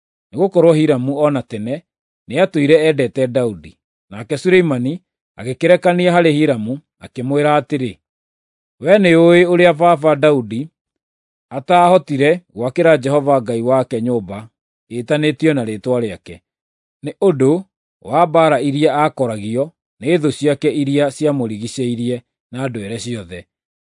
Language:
Kikuyu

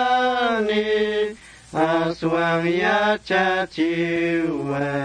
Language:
Quechua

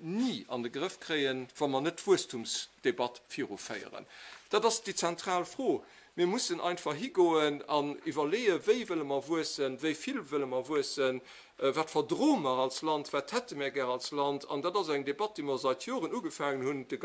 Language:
Luxembourgish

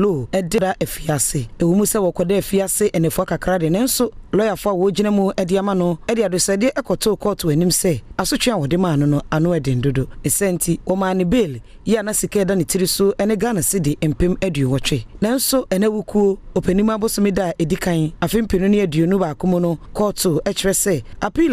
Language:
Akan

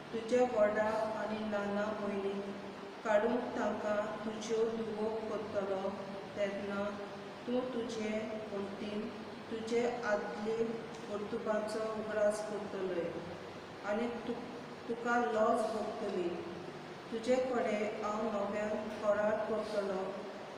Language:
Konkani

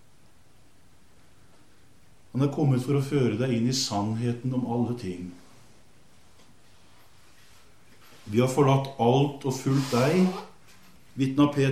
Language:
Norwegian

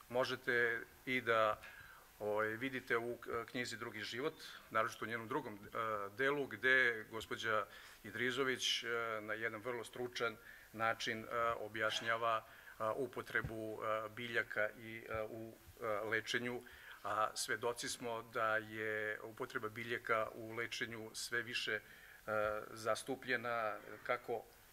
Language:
Serbian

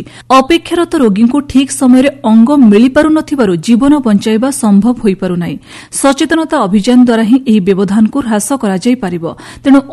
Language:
Odia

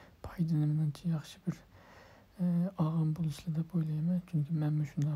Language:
Uyghur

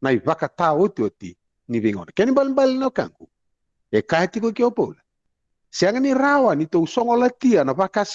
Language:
Fijian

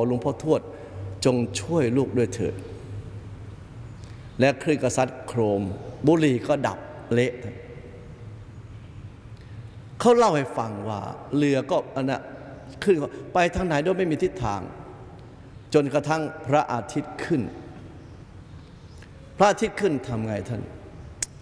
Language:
Thai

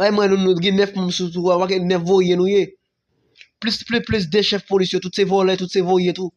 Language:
Haitian Creole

